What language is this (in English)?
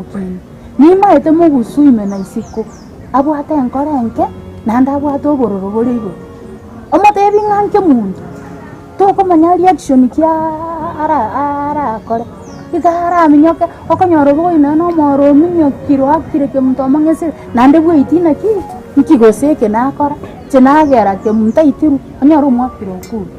Gusii